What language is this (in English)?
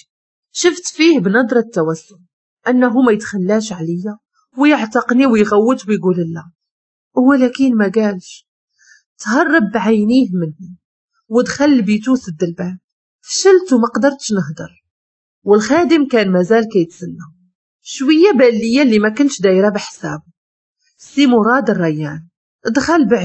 Moroccan Arabic